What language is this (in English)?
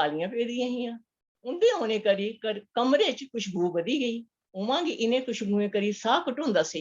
Dogri